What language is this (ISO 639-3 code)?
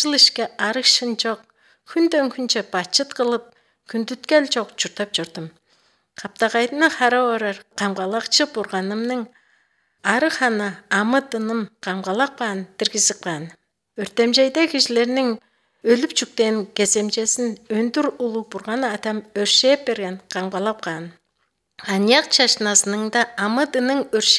kir